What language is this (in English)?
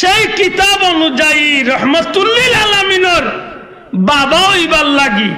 Sylheti